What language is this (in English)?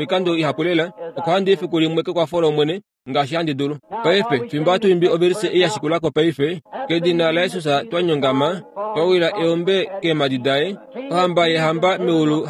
Kuanyama